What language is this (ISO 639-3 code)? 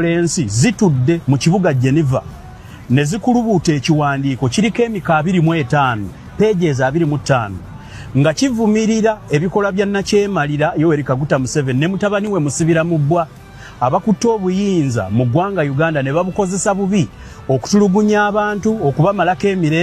lug